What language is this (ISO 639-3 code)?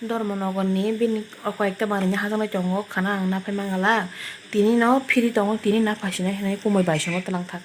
trp